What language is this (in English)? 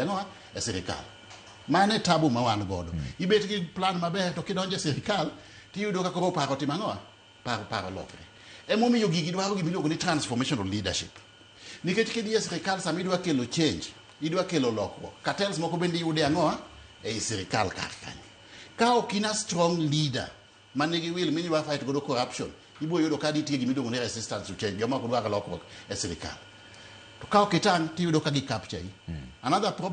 Luo (Kenya and Tanzania)